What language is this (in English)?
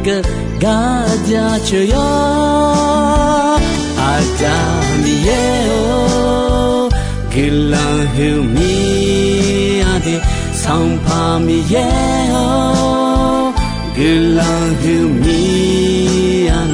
Akha